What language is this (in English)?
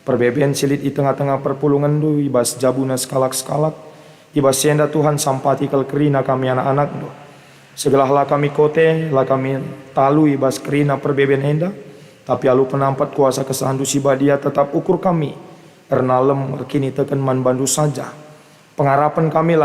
Batak Karo